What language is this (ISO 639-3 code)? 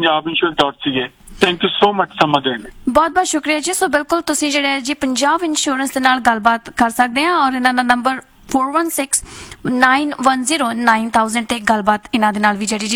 pan